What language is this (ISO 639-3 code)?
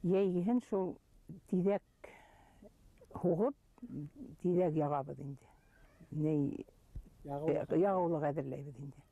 bak